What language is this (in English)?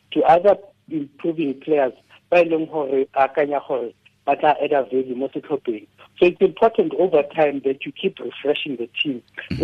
Tswana